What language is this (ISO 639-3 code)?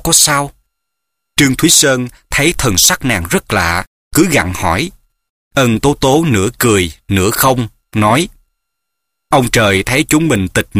vie